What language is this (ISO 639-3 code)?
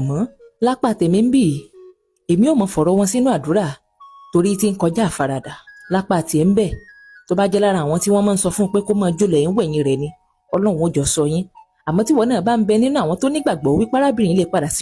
yor